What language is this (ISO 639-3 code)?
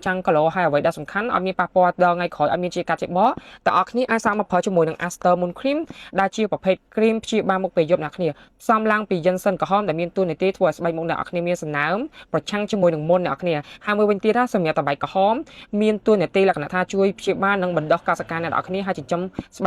khm